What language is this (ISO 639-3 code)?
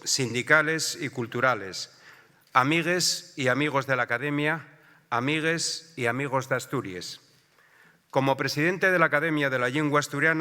ast